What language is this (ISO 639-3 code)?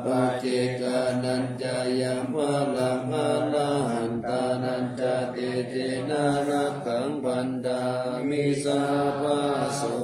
pli